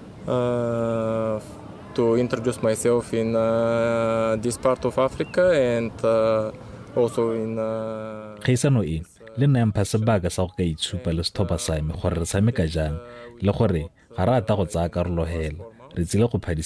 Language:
Tswana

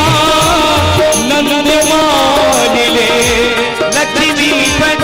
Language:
Maithili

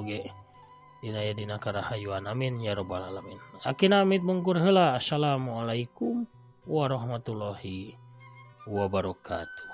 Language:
Sundanese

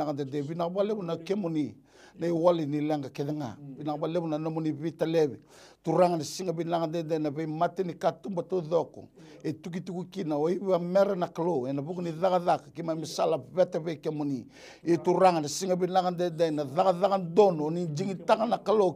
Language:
Fijian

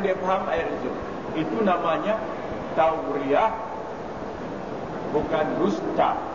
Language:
Malay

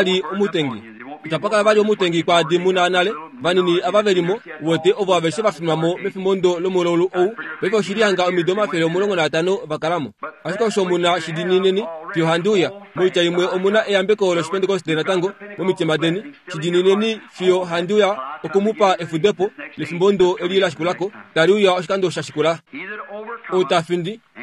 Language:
Kuanyama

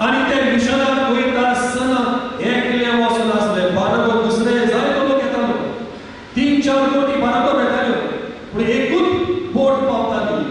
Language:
Konkani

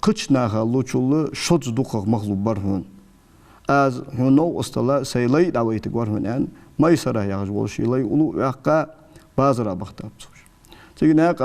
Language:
Ingush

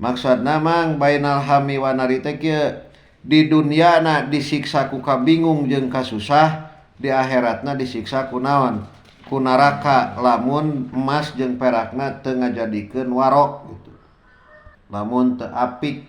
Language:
Sundanese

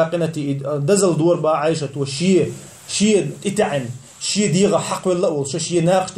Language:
Chechen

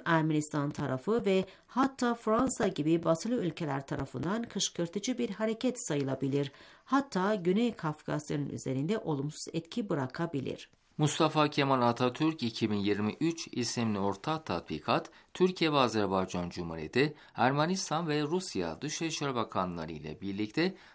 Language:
Turkish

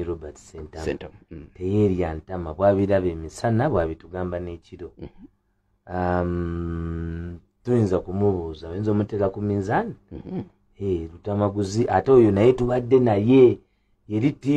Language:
Ganda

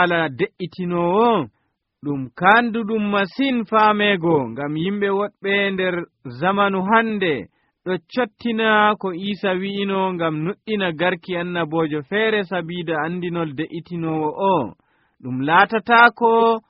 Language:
Nigerian Fulfulde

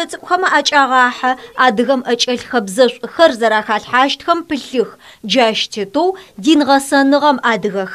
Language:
Adyghe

